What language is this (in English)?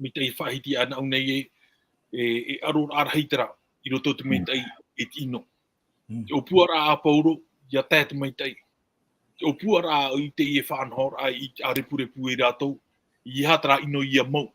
Tahitian